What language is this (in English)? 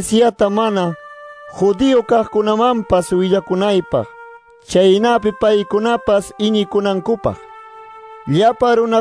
Ayacucho Quechua